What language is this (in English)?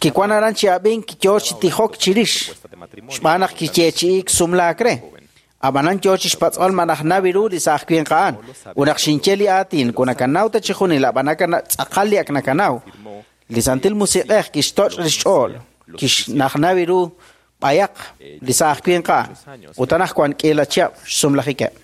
Kekchí